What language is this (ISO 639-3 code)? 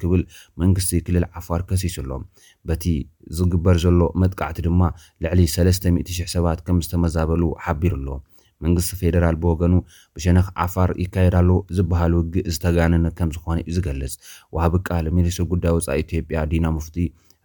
tir